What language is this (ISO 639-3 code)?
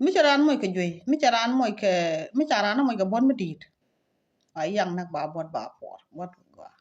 nus